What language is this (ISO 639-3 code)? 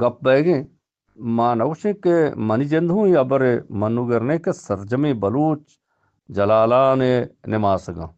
bgp